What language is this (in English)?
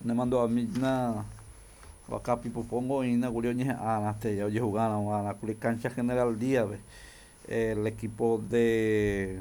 Guarani